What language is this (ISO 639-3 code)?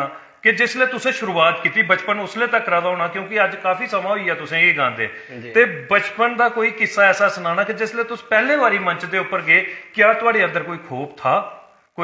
doi